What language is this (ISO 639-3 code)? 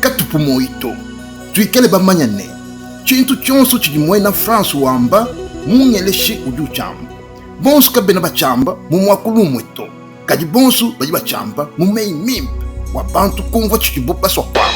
lua